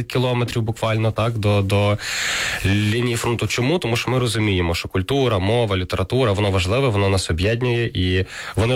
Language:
Ukrainian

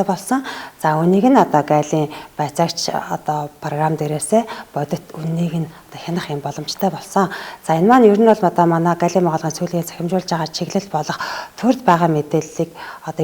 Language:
Mongolian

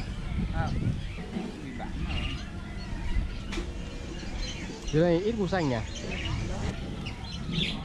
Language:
Vietnamese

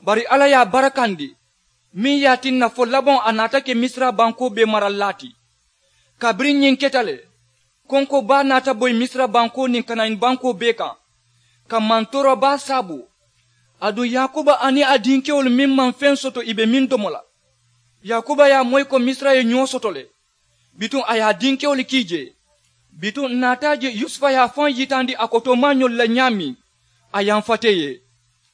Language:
Mandingo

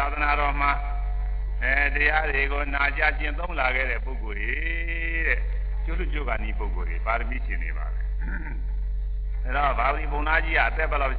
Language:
Burmese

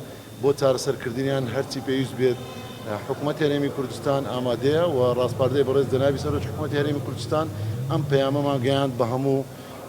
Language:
Central Kurdish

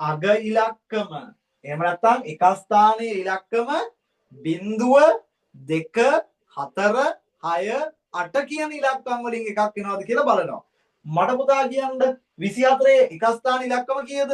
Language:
Sinhala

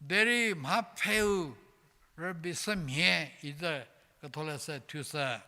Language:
Angami Naga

